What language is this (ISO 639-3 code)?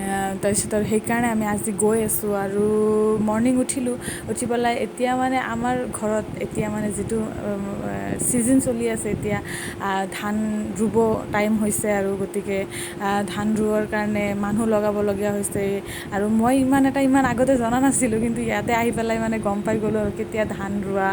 asm